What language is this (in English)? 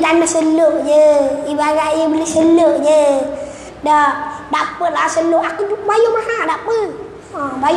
Malay